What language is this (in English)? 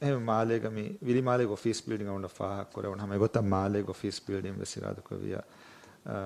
Divehi